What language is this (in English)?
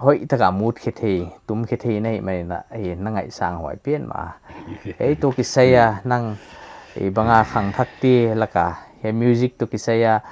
Paite Chin